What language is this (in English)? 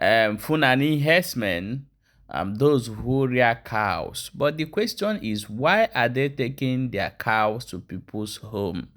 Igbo